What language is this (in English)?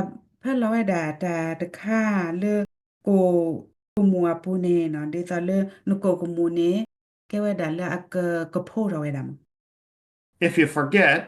S'gaw Karen